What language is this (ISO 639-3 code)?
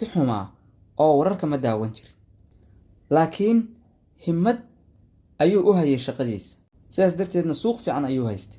som